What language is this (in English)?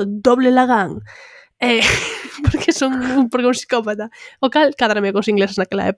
Galician